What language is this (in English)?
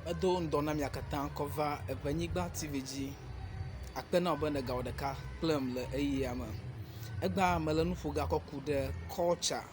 Ewe